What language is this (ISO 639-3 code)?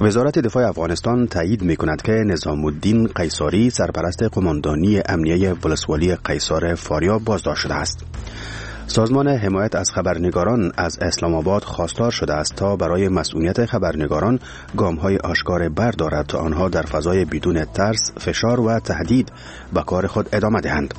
fas